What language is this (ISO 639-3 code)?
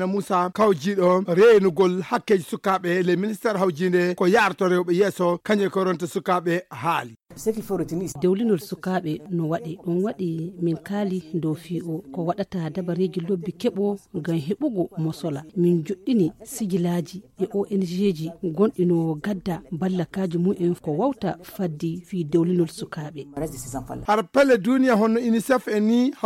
ful